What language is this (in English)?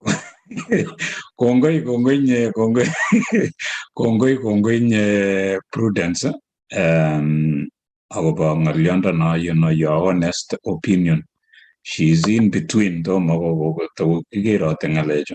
Kalenjin